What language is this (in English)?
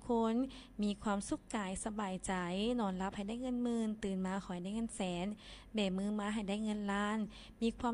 Lao